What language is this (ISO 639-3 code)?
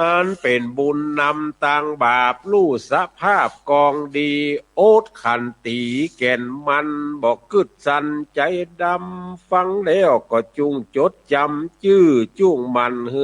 nod